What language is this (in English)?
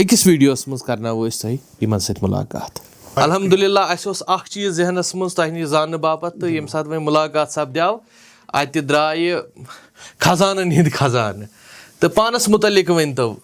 Kashmiri